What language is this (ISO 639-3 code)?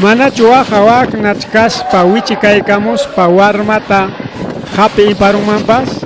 quy